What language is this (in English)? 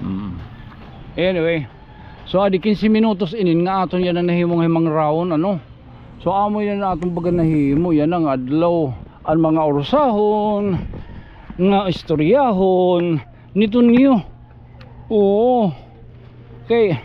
Waray